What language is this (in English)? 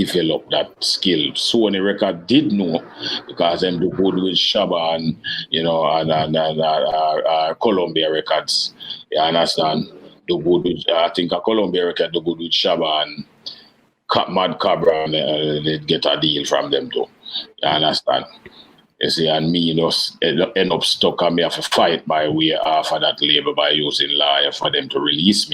Jamaican Creole English